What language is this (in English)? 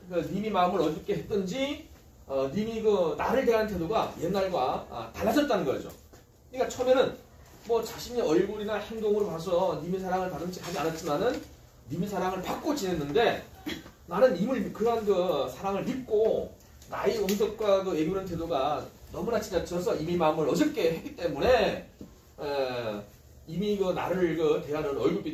Korean